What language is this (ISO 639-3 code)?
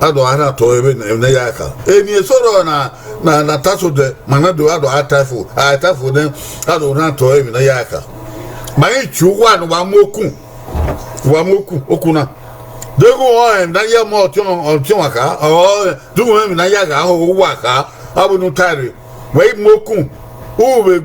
bin